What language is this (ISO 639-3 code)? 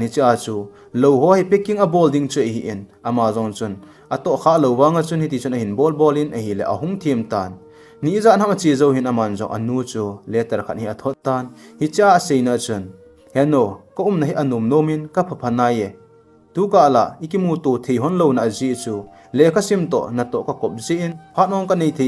tcz